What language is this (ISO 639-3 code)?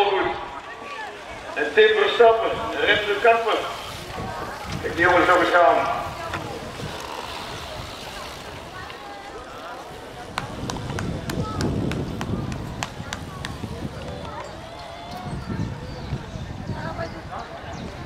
nld